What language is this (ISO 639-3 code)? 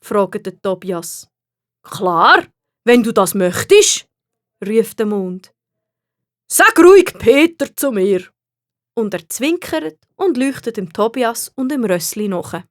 gsw